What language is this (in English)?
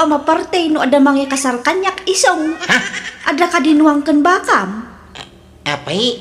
Iloko